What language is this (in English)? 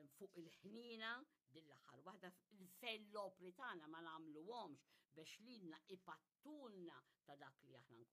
Maltese